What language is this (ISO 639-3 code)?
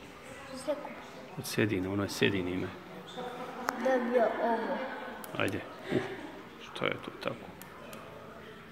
bos